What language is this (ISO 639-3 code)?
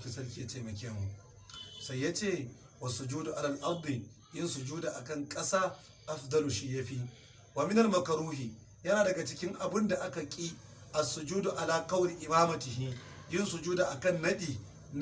hau